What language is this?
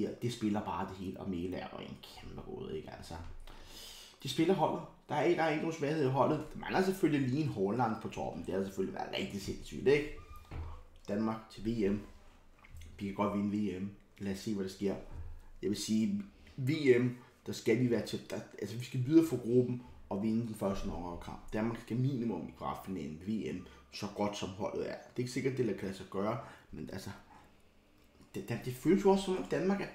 Danish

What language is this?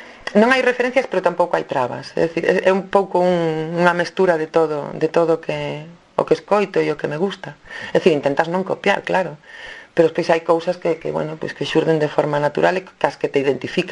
Galician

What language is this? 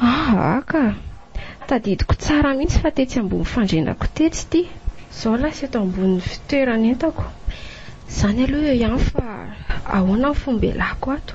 Malagasy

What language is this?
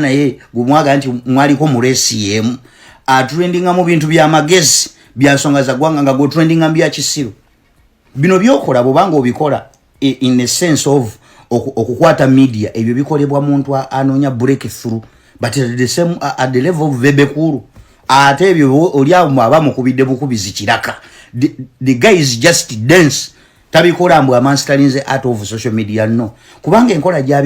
Ganda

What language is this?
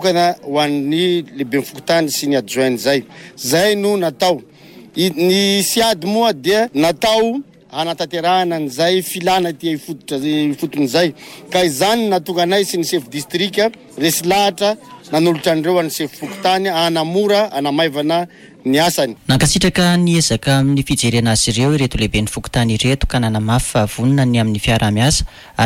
Malagasy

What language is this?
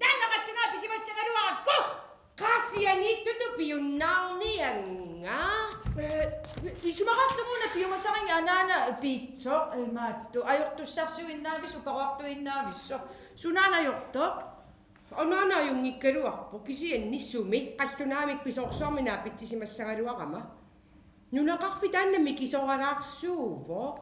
Kalaallisut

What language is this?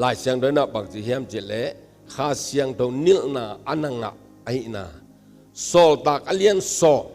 Tedim Chin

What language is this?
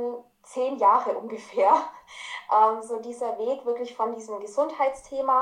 German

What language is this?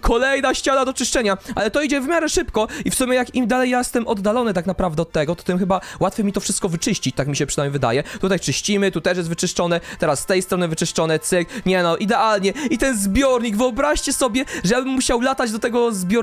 Polish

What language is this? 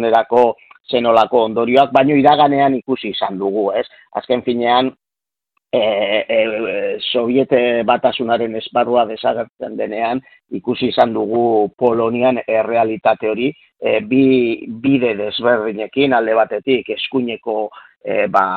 Basque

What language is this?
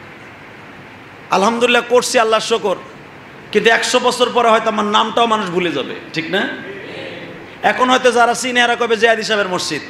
Bangla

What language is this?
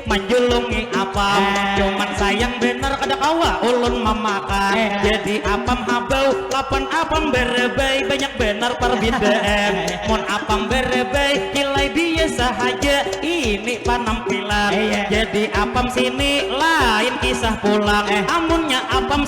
Banjar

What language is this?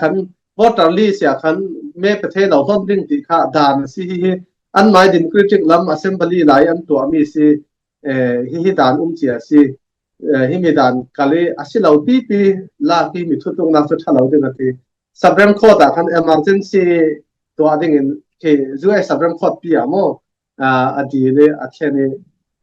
Falam Chin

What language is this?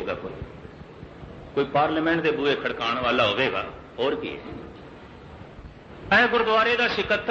Punjabi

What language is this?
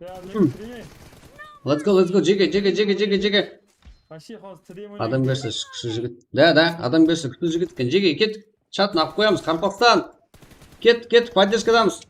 Kara-Kalpak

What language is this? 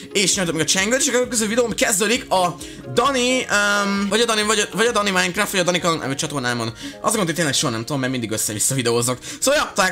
Hungarian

